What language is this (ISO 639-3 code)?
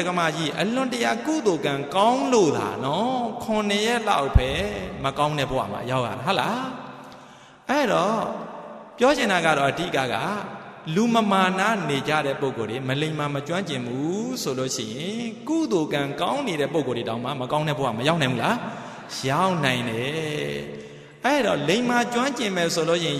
mya